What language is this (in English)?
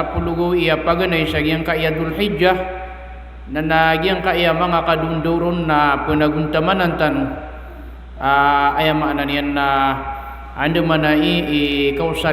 Maranao